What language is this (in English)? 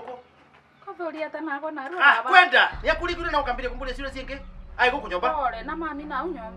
Kikuyu